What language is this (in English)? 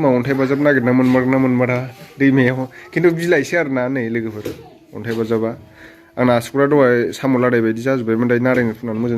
Bodo